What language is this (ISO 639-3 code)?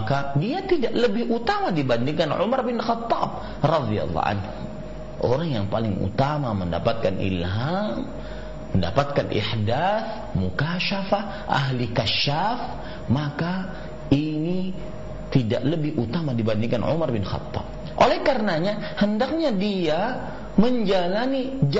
ind